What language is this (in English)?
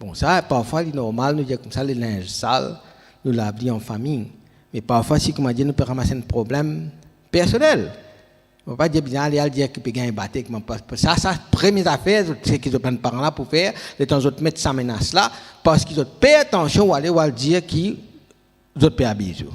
Morisyen